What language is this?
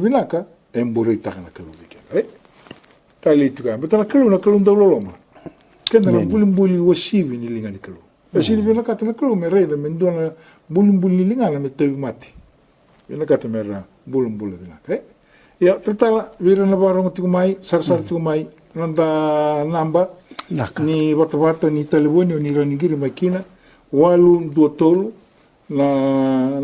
Fijian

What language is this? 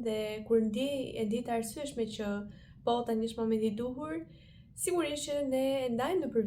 Albanian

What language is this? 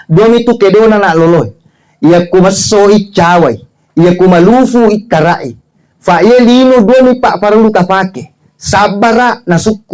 Buginese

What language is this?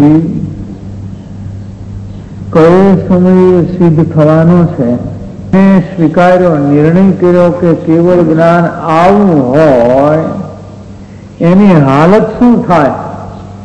Gujarati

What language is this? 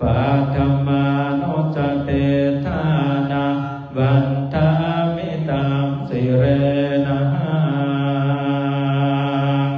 Pali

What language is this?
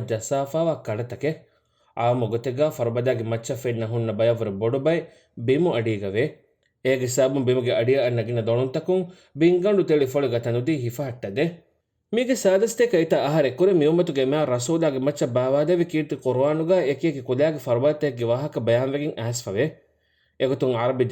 Divehi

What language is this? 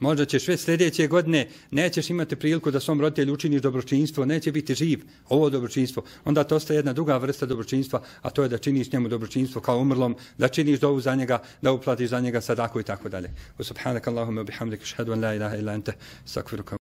Bosnian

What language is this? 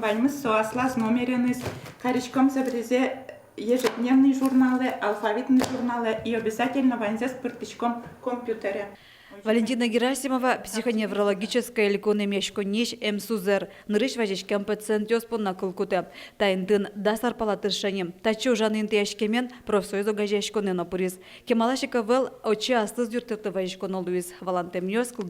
Udmurt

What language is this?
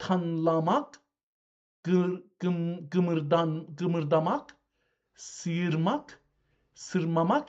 South Azerbaijani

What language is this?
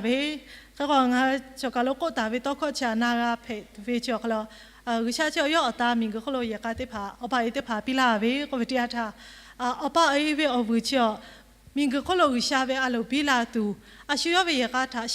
Lahu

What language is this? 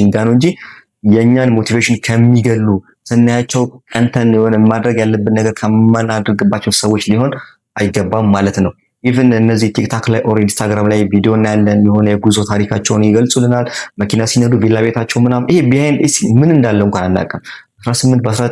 Amharic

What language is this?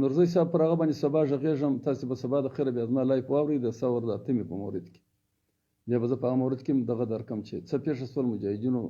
Pashto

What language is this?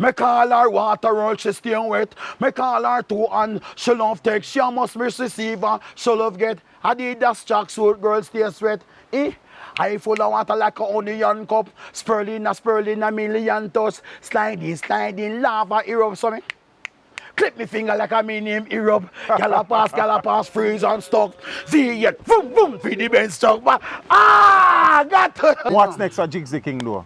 Jamaican Creole English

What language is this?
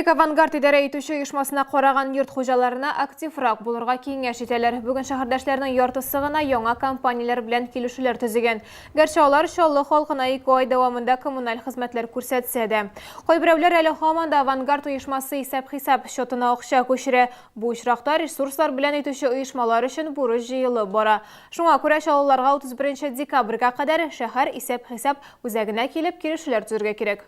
Tatar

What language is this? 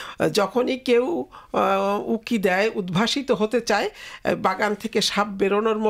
Bangla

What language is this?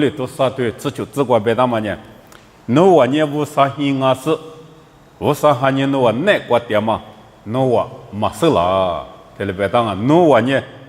Lisu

